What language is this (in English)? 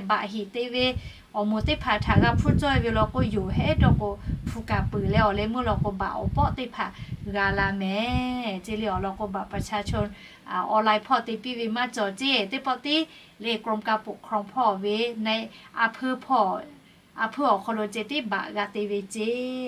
Lahu